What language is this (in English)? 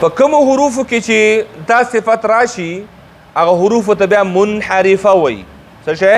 Pashto